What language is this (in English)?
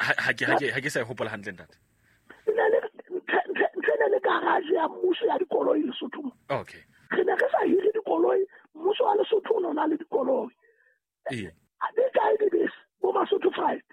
Southern Sotho